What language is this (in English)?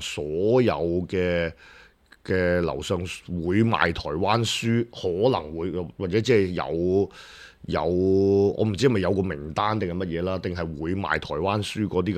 Cantonese